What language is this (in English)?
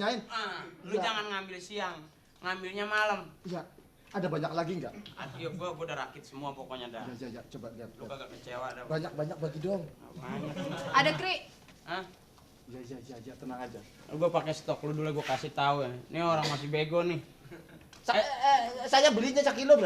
Betawi